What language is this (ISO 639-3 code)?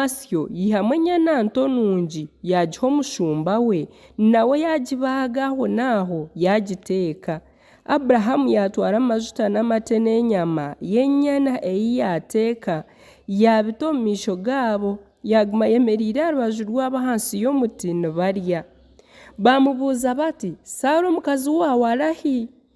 nyn